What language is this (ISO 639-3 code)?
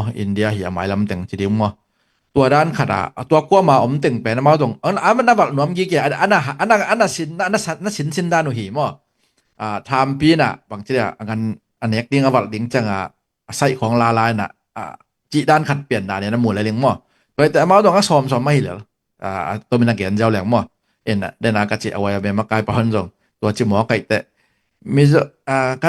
ctd